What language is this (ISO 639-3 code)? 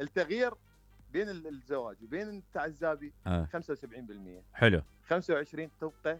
acm